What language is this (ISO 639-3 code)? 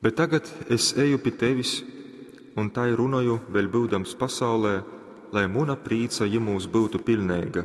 ltg